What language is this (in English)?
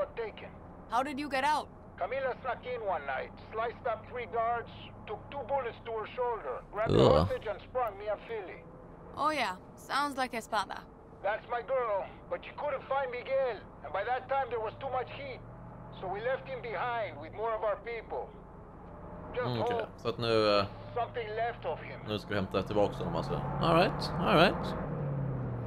Swedish